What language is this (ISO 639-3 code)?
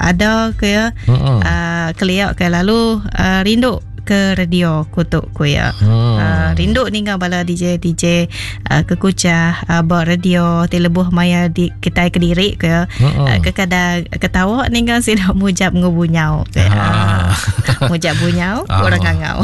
iba